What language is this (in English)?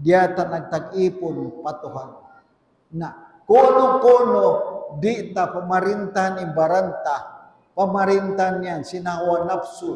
Tausug